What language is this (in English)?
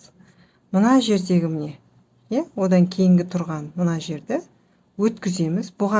Kazakh